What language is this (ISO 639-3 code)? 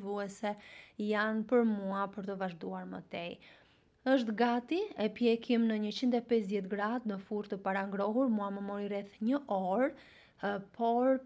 sqi